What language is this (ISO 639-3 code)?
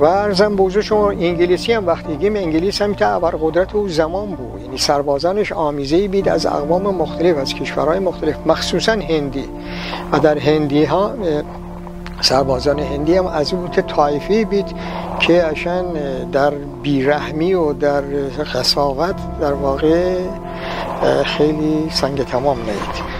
glk